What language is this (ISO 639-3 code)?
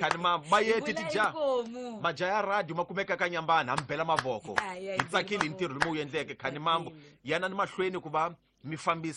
tso